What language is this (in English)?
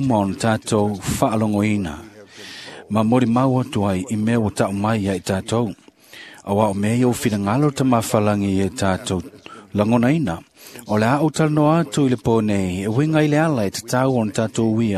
Samoan